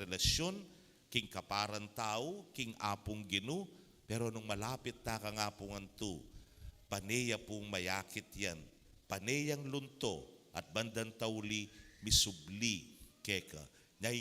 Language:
Pampanga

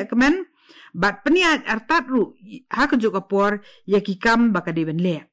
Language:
Khasi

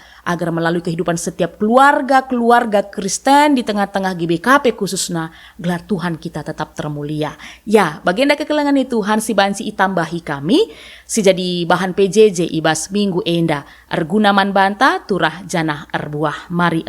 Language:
Batak Karo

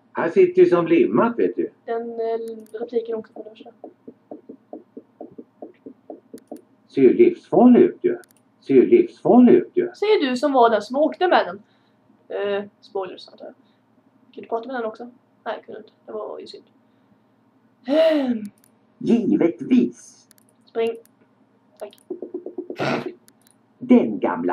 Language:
Swedish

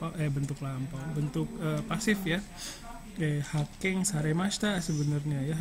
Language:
Indonesian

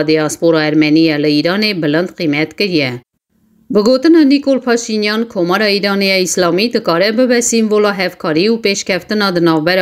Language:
Kurdish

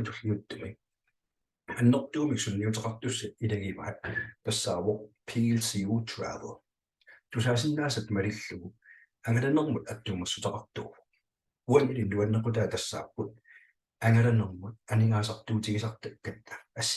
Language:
Kalaallisut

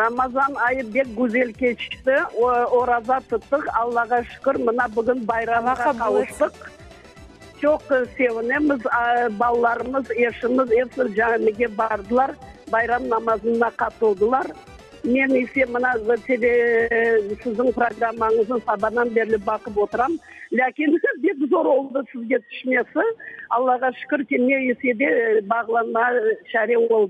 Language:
Crimean Tatar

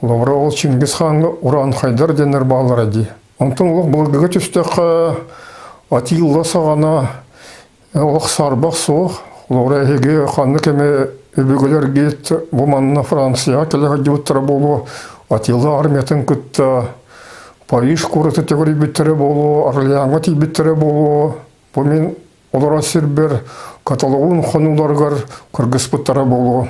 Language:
Yakut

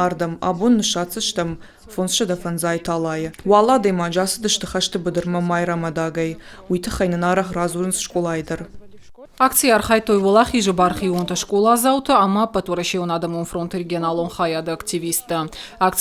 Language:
Ossetic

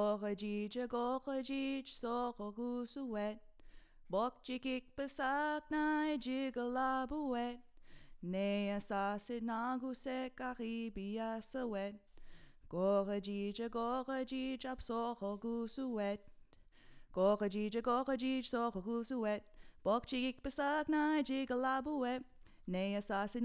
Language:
Estonian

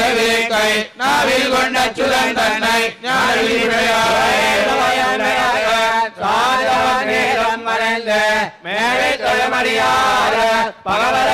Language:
Tamil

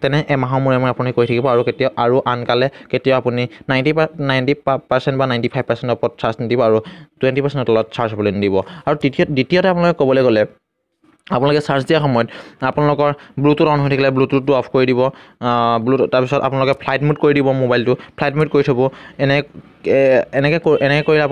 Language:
Assamese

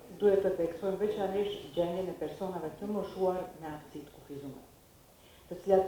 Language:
Albanian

